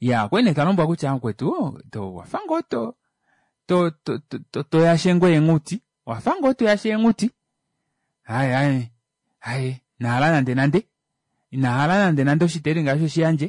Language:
Kuanyama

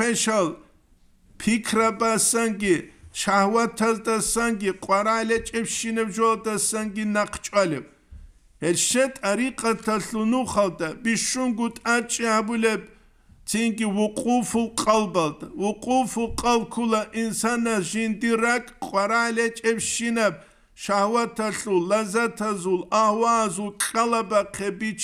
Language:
Avaric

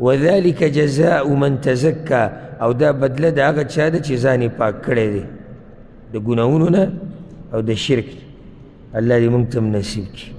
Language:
Pashto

